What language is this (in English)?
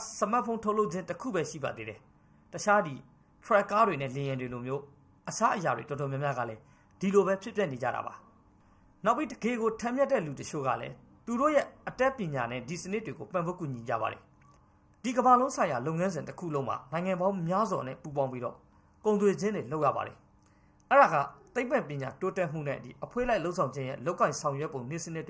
Burmese